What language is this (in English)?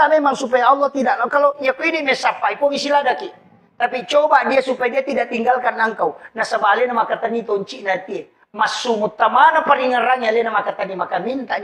Buginese